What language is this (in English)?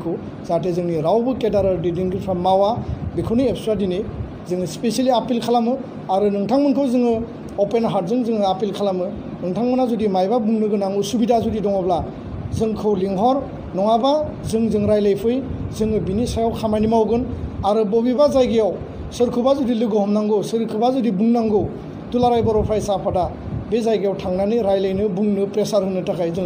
Bodo